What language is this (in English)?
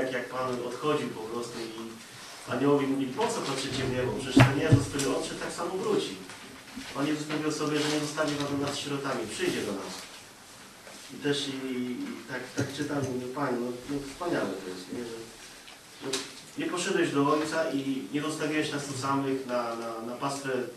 Polish